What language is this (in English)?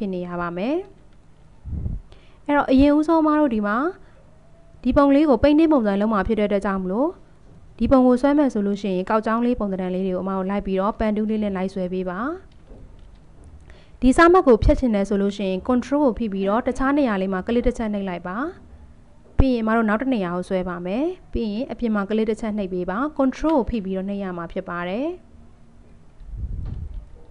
Burmese